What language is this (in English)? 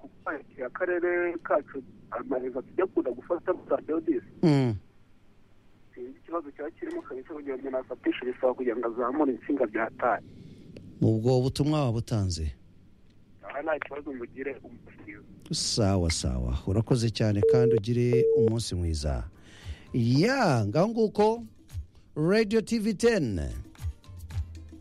Kinyarwanda